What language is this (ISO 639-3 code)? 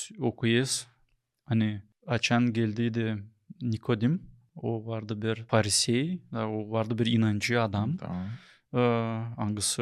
gag